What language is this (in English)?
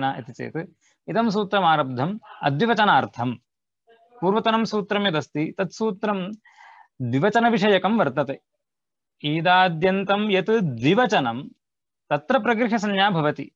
Sanskrit